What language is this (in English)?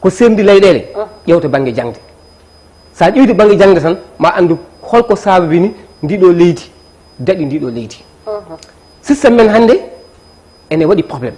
Fula